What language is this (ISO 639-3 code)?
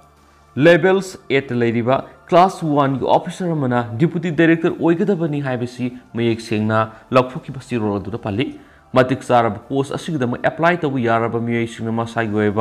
mni